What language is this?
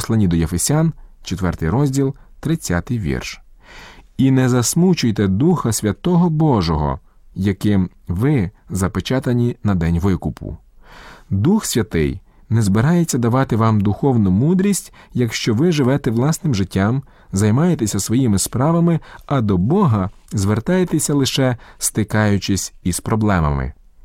Ukrainian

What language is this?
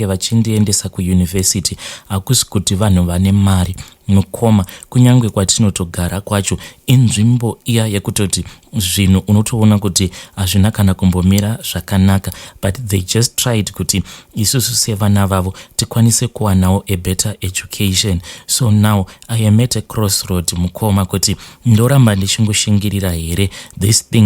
Shona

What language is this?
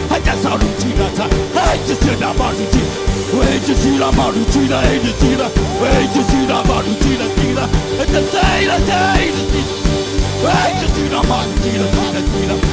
Hakha Chin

